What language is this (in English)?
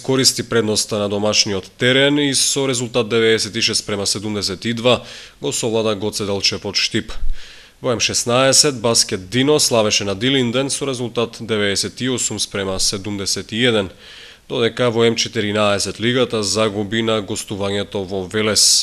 Macedonian